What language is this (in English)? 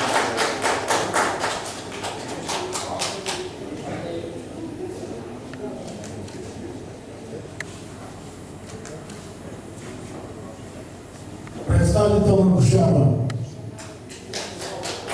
Bulgarian